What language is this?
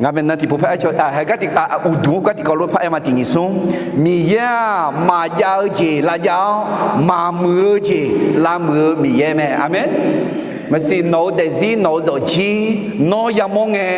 Akha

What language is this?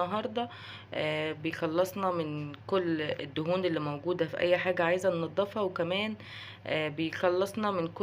Egyptian Arabic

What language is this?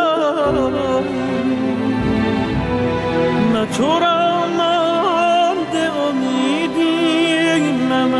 Persian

